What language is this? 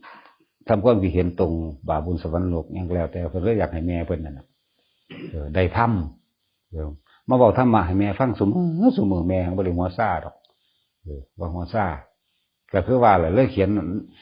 Northeastern Thai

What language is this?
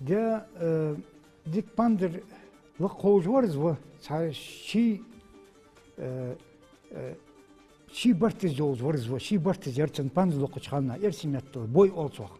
Ingush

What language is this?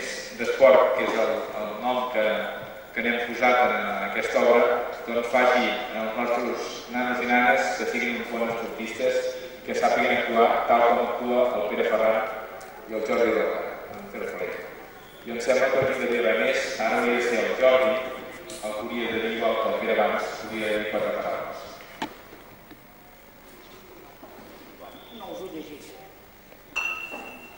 Catalan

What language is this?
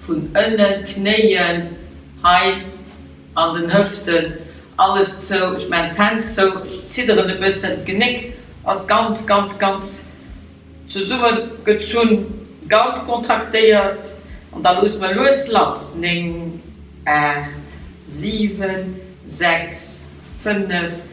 Luxembourgish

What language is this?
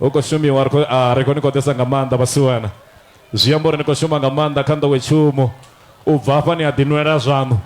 Venda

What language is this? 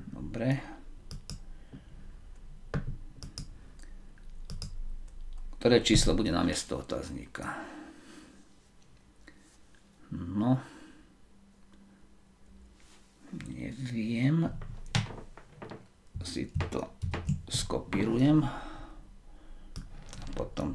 Slovak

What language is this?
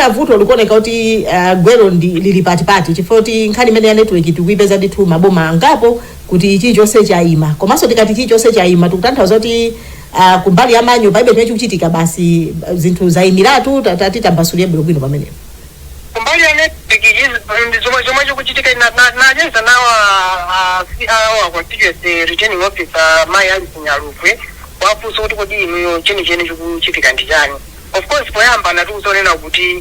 Nyanja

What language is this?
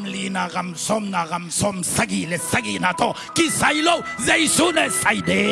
Tedim Chin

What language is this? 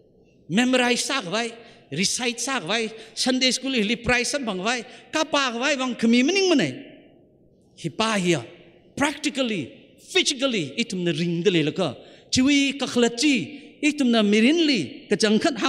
Tangkhul Naga (India)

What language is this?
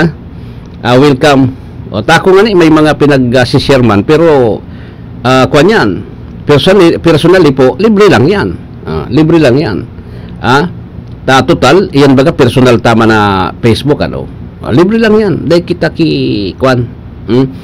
Bikol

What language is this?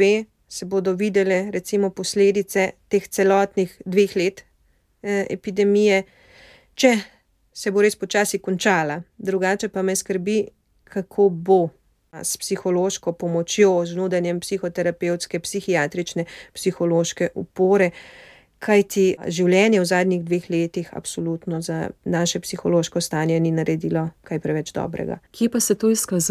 Slovenian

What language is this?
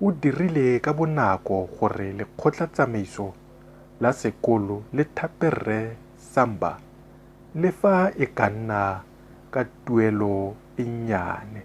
Tswana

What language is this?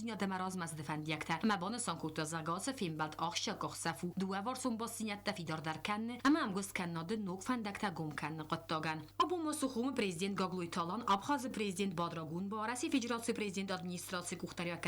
Ossetic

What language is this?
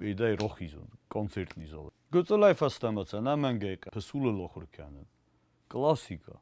Ossetic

